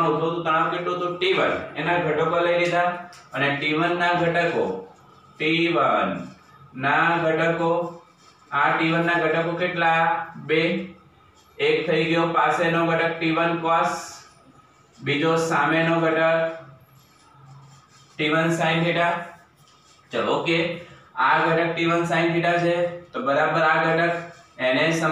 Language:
Gujarati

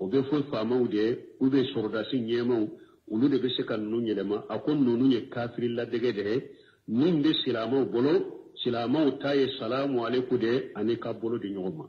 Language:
Bambara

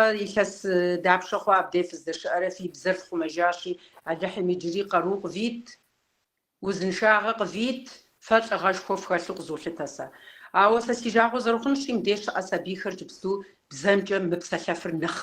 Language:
Kabardian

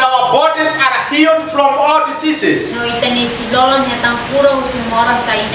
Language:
Tetum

